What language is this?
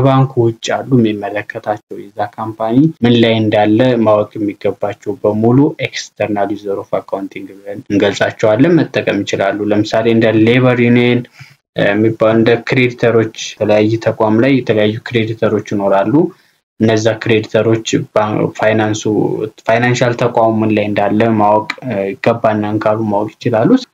Amharic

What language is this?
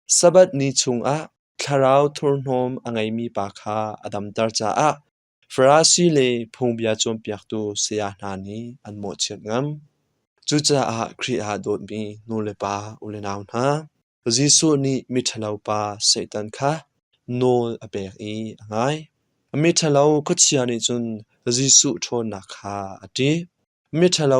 Hakha Chin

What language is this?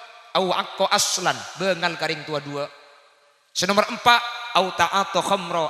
Madurese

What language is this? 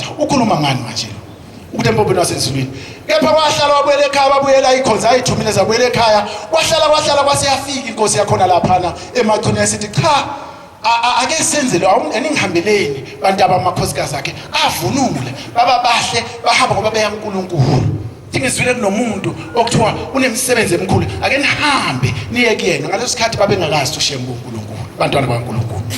Zulu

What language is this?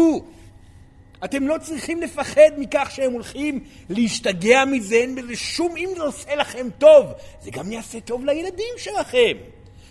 Hebrew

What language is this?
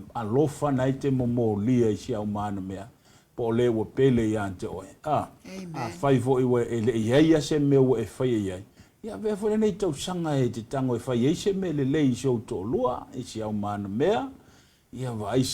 Samoan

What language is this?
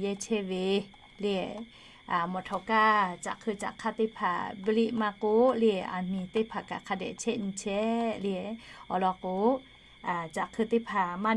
Lahu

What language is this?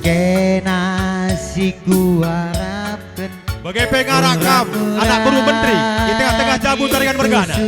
Batak Karo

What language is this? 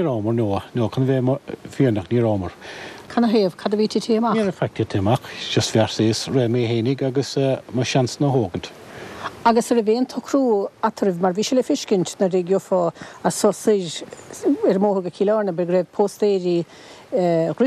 Irish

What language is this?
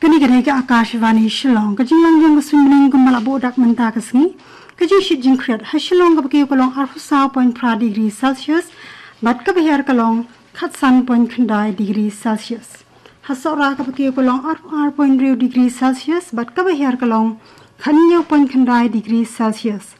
Khasi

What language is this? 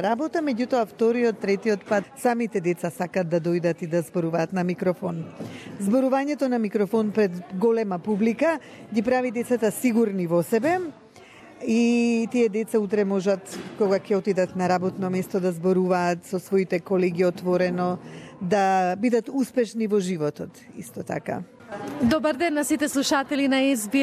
Macedonian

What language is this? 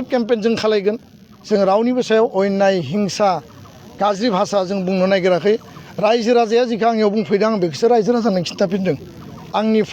Bodo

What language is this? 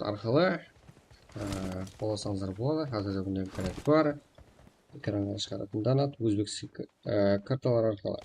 Kara-Kalpak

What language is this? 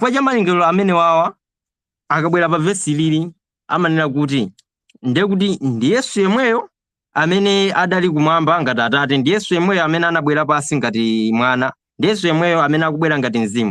Nyanja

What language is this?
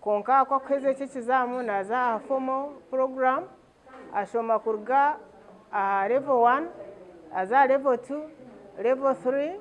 Nyankole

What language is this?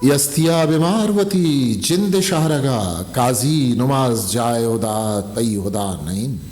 Eastern Balochi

